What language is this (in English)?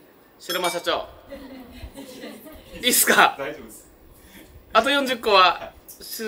Japanese